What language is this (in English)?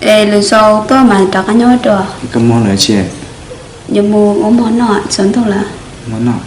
Hmong